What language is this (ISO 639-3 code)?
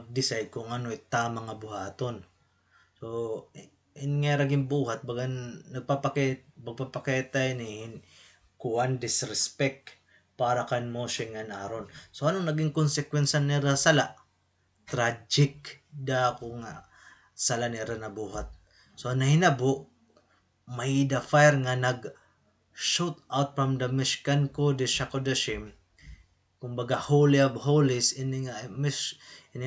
war